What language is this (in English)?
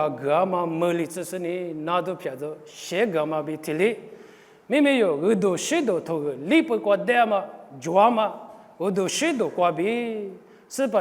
Lisu